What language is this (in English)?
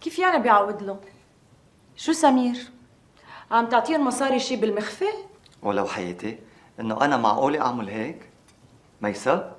North Levantine Arabic